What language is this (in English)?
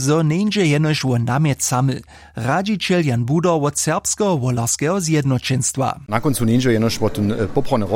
Upper Sorbian